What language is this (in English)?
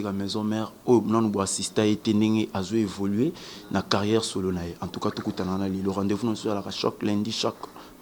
Lingala